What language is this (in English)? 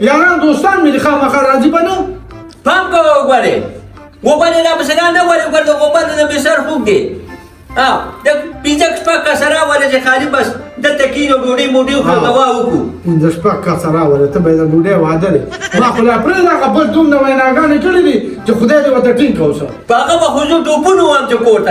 Pashto